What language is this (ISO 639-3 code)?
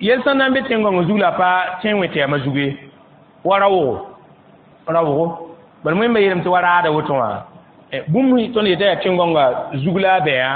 mos